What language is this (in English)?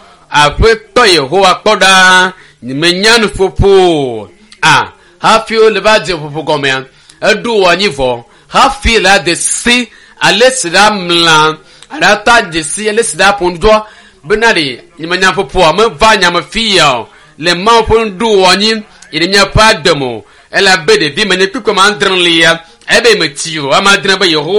Ewe